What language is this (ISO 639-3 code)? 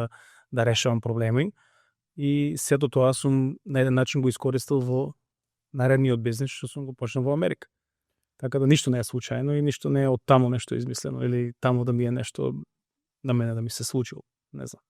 mkd